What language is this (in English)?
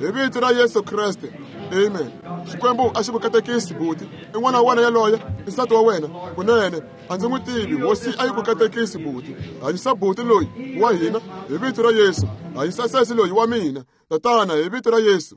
Tsonga